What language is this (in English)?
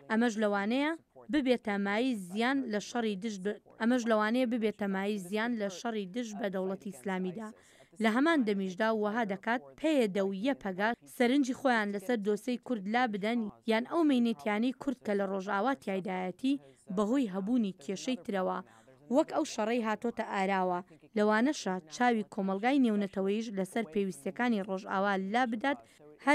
Central Kurdish